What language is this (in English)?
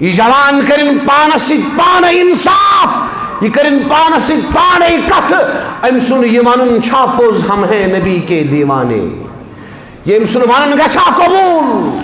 Kashmiri